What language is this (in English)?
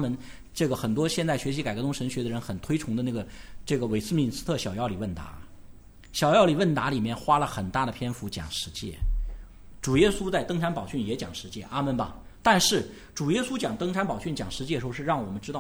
Chinese